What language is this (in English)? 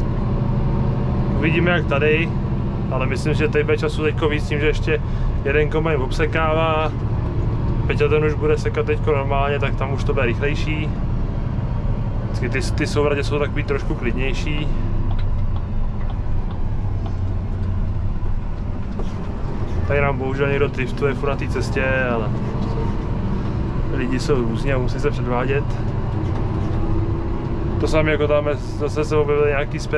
Czech